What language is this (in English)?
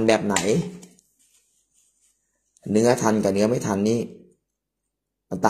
Thai